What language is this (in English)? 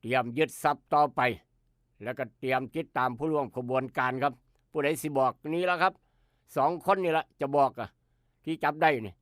Northeastern Thai